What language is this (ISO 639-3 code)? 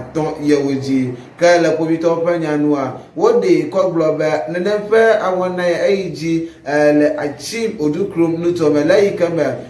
ewe